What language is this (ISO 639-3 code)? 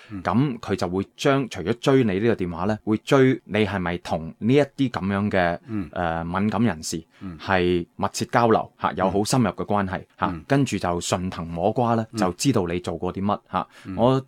yue